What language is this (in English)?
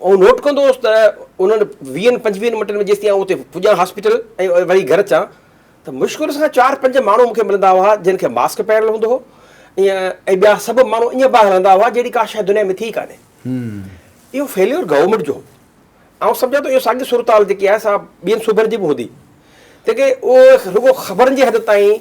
Sindhi